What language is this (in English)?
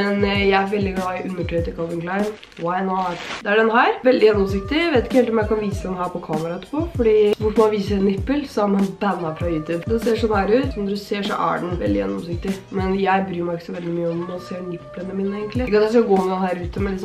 Norwegian